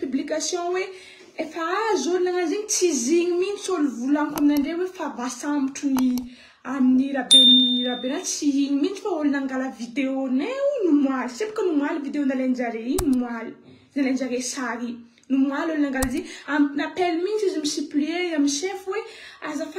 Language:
Malagasy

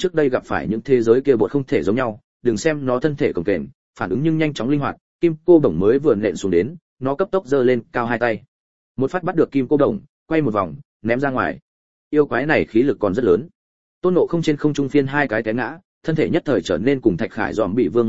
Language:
Vietnamese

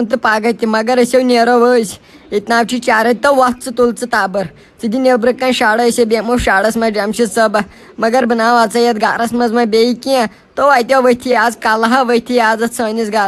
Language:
Kashmiri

